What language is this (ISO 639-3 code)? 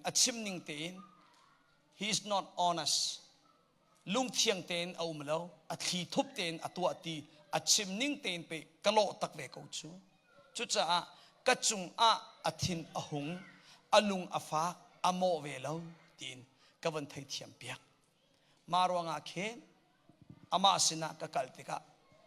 cnh